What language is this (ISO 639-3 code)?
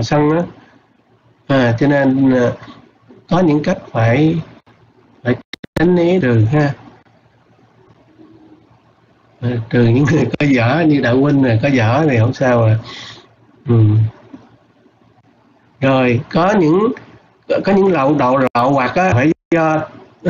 vie